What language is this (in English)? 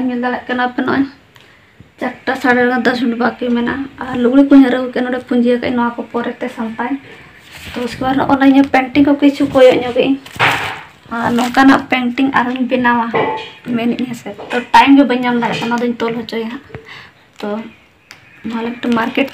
Santali